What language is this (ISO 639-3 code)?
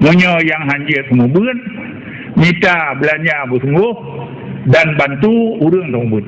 ace